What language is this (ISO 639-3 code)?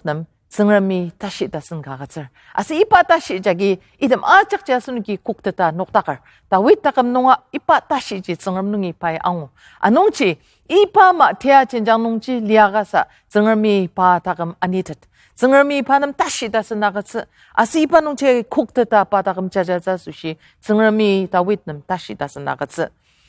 njo